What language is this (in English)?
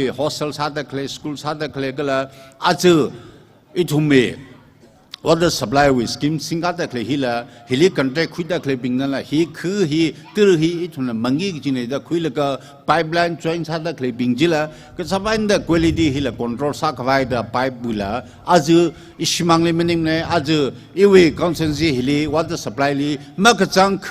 Tangkhul Naga (India)